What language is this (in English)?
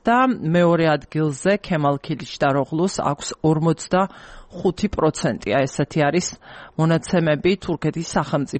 Georgian